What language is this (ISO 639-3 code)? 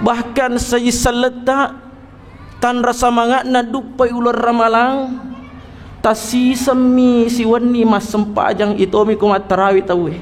bug